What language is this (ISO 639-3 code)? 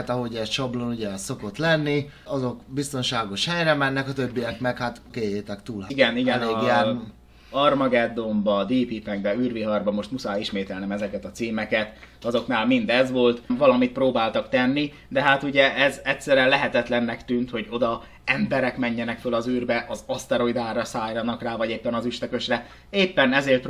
hun